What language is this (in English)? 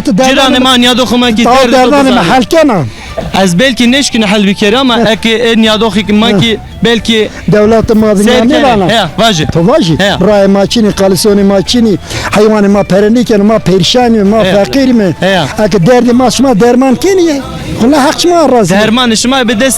Zaza